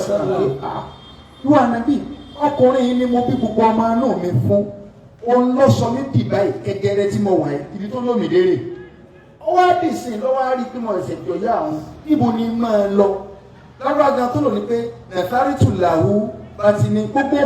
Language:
Yoruba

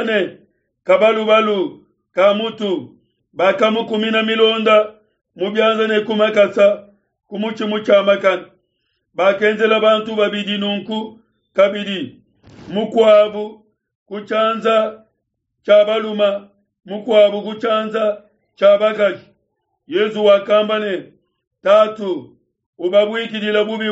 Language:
Luba-Lulua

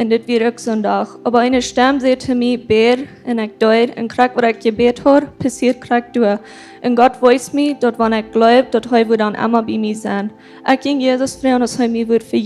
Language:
Plautdietsch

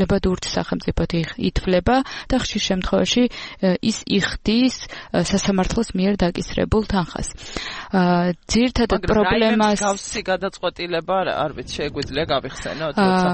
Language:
Georgian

